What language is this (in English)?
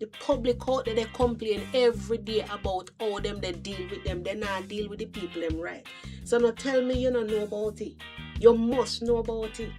Jamaican Creole English